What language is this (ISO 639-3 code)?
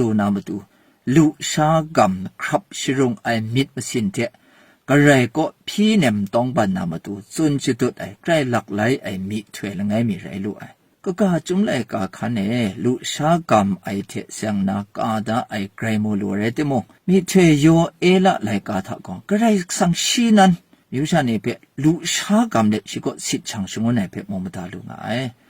kac